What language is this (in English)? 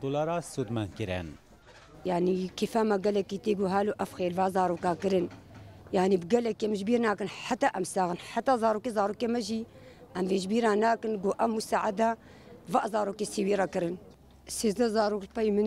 Kurdish